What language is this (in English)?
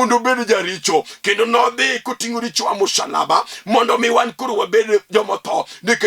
Luo (Kenya and Tanzania)